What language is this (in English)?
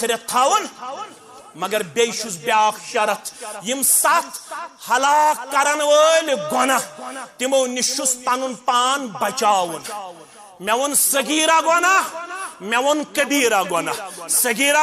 Kashmiri